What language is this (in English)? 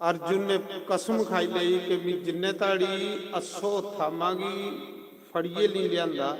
Dogri